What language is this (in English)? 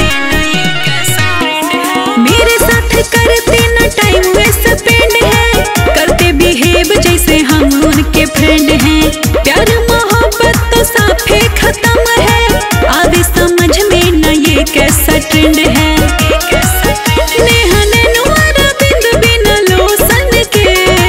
Bhojpuri